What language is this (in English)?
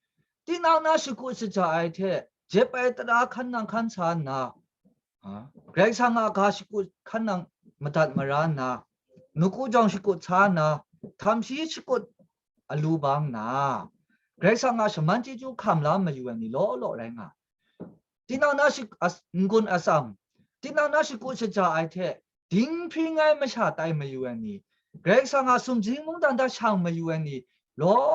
Kachin